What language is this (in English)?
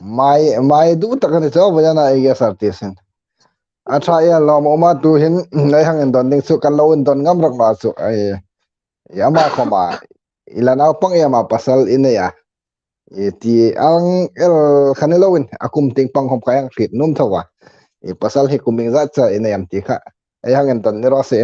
Hmar